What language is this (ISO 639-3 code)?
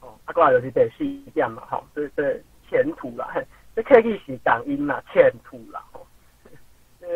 nan